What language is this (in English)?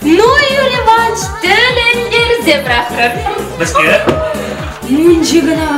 Chuvash